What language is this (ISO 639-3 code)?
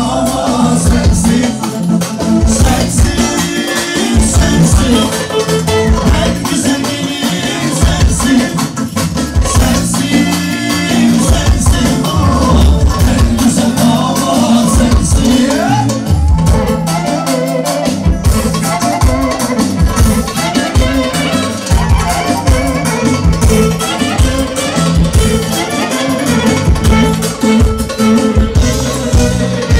tur